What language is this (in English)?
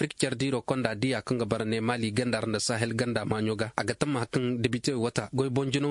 Koyraboro Senni